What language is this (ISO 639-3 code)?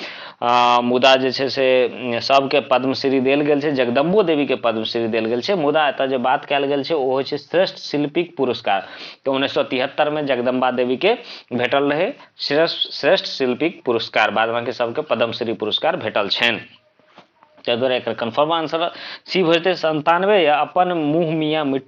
mai